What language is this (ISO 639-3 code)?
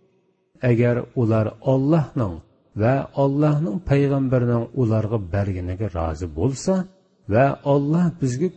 uig